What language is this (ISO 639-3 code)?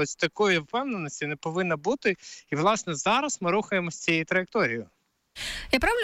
ukr